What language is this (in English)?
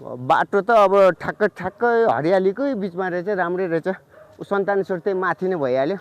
Nepali